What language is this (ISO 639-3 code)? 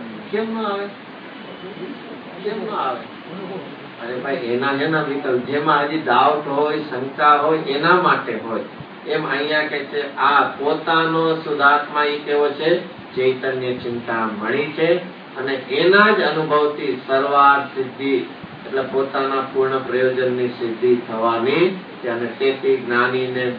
guj